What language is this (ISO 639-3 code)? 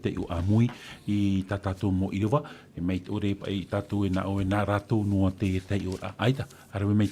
tah